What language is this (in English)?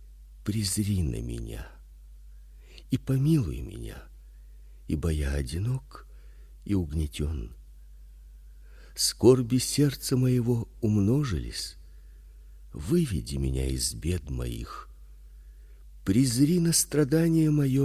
Russian